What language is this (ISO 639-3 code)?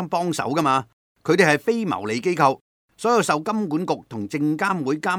yue